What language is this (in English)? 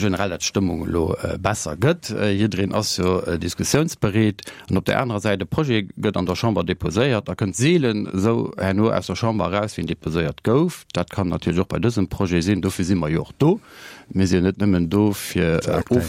Luxembourgish